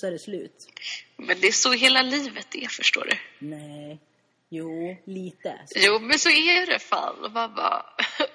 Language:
Swedish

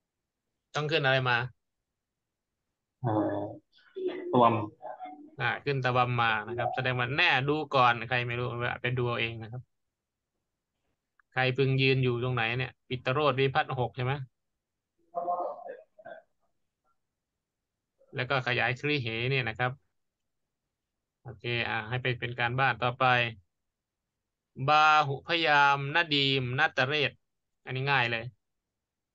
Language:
Thai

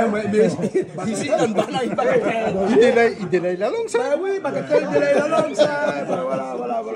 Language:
Réunion Creole French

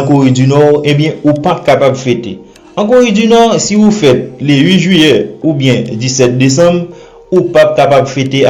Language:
Haitian Creole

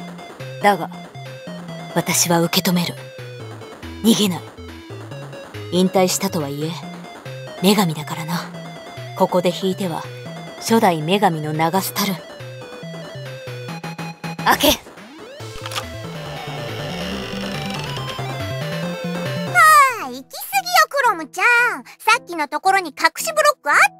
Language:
Japanese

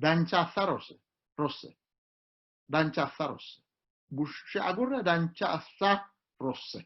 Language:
Sidamo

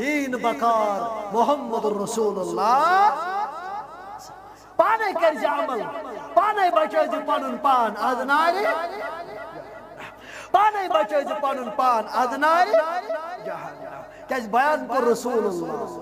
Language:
Kashmiri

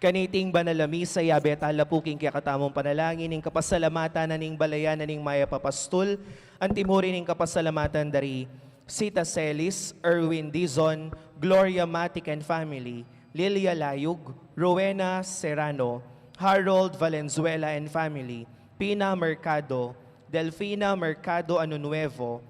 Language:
Pampanga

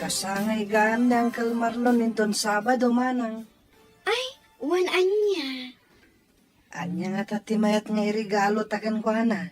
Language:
Iloko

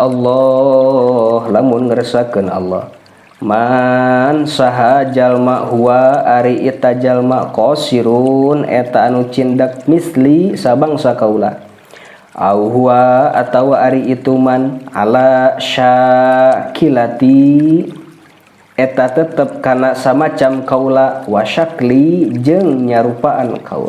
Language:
Sundanese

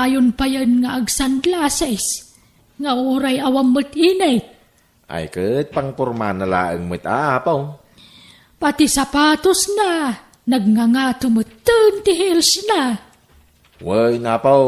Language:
Iloko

